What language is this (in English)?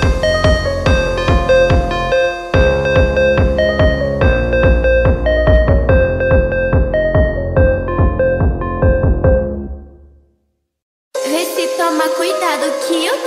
Portuguese